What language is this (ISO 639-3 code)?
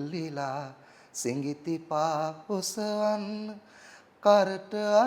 sin